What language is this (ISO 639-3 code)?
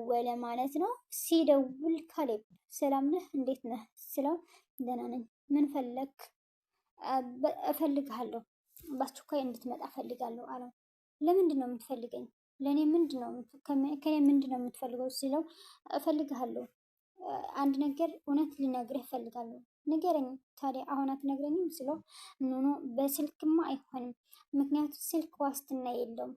amh